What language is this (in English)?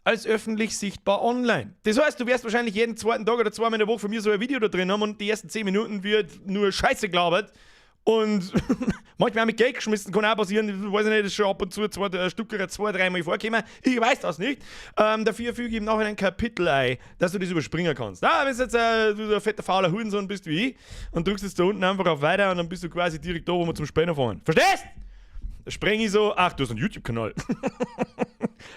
Bavarian